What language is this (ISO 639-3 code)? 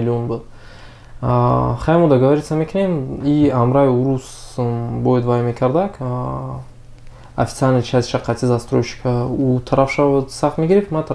tgk